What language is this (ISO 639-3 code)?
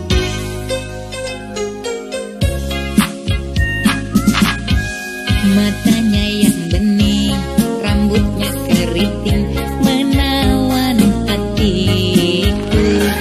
ind